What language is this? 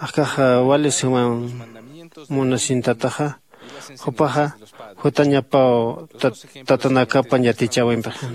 Aymara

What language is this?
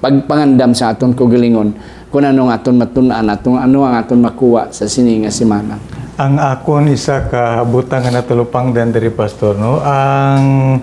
Hiligaynon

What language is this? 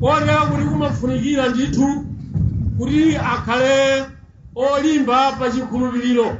Nyanja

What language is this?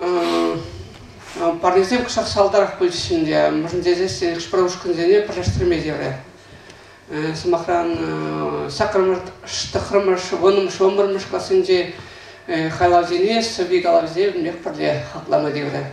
Chuvash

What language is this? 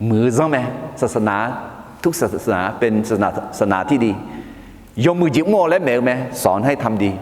Akha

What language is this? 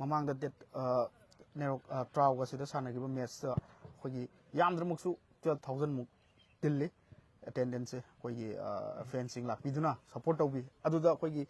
Manipuri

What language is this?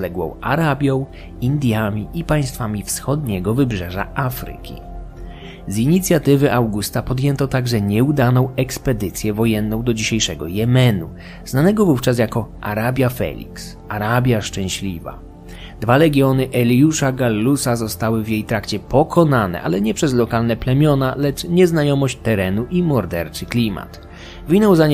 Polish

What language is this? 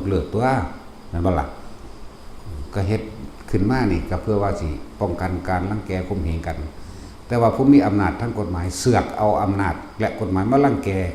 Lao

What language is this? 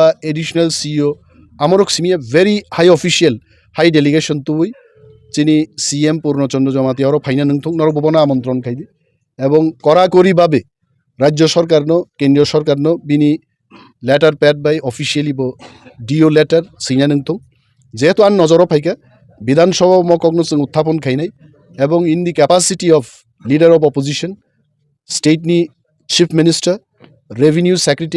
Kok Borok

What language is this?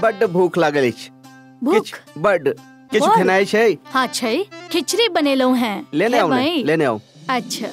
Maithili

